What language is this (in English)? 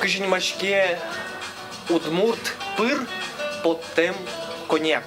Udmurt